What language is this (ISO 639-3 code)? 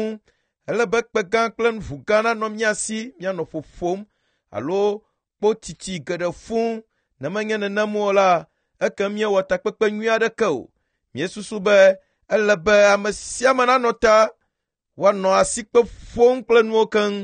ewe